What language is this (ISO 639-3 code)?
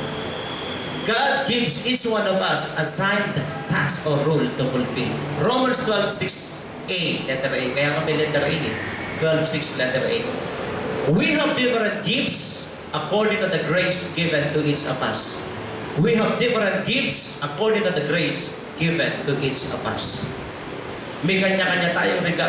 fil